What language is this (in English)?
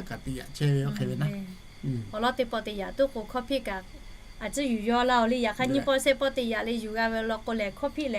Lahu